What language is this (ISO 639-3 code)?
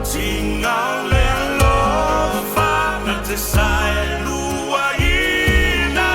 smo